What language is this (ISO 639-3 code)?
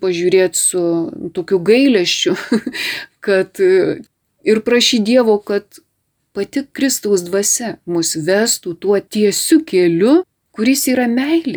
lit